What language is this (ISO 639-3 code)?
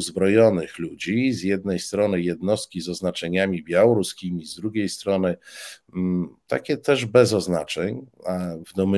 pol